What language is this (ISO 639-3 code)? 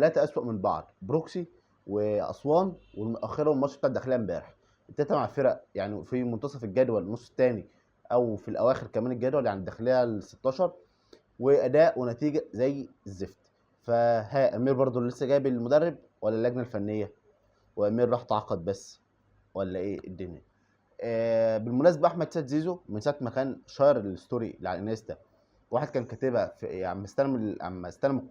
arz